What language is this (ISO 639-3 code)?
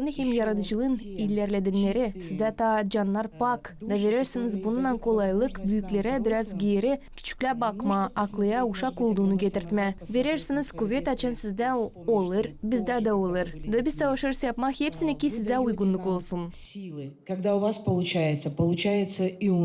gag